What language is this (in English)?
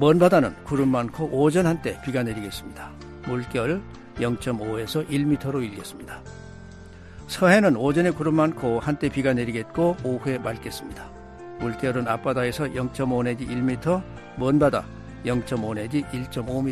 Korean